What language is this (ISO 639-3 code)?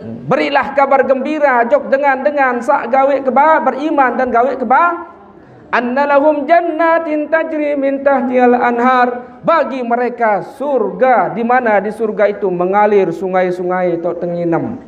sas